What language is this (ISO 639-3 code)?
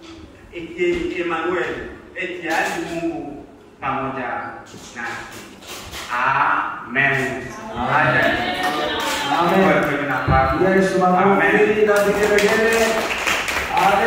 swa